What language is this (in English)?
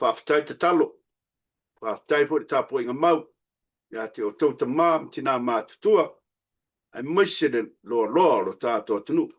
Samoan